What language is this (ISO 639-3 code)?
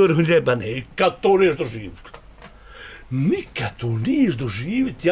bos